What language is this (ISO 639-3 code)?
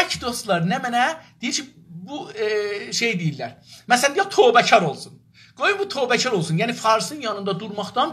azb